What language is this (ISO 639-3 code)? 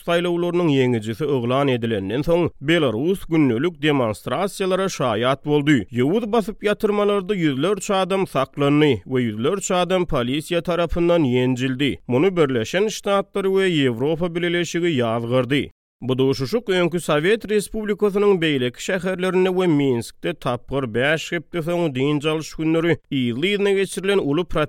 tuk